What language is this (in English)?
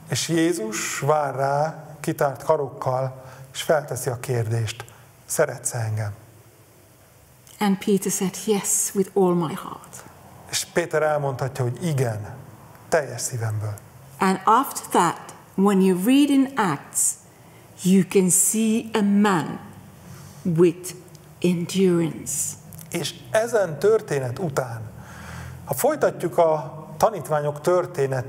Hungarian